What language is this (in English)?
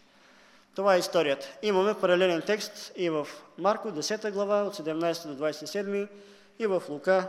Bulgarian